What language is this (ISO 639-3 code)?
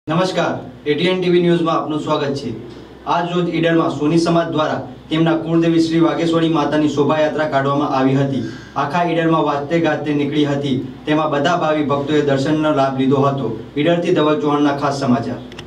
guj